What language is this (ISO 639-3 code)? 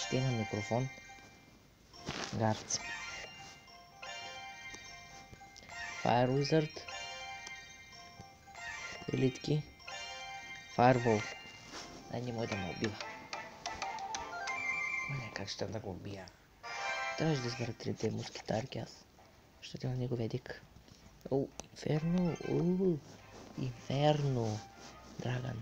bul